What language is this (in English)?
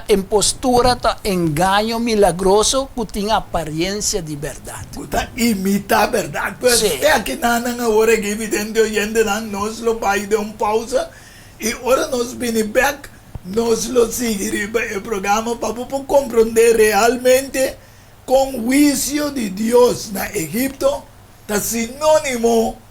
Papiamento